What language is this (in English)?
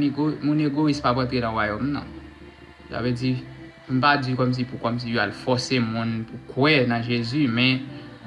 Haitian Creole